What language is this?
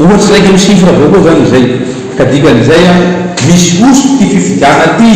Malagasy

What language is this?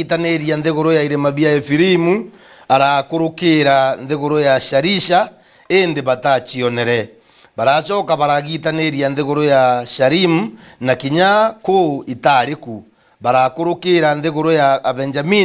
Meru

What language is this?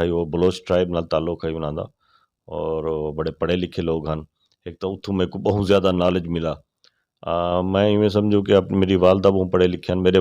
Saraiki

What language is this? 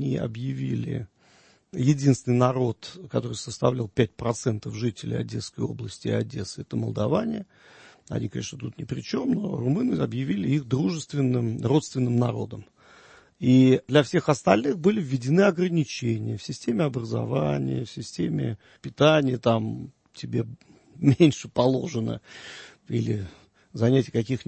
Russian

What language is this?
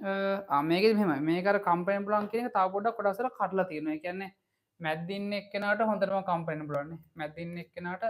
Sinhala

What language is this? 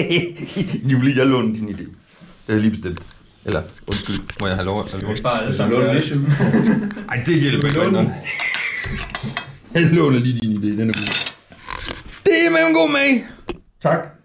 Danish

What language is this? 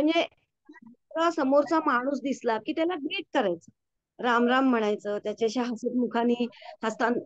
Marathi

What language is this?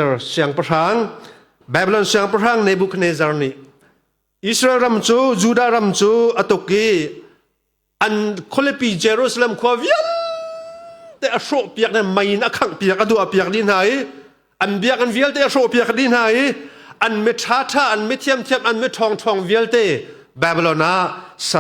Hakha Chin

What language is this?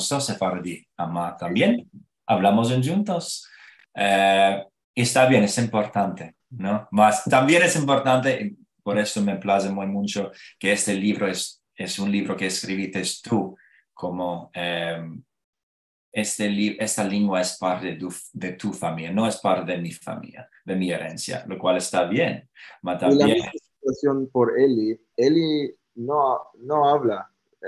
Ladino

